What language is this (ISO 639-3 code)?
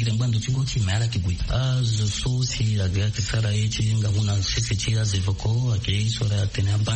sag